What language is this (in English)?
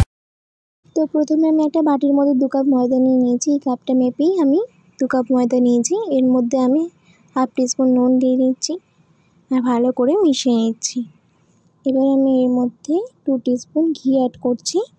Bangla